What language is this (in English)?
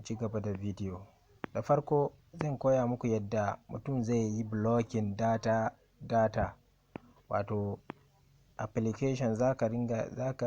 Hausa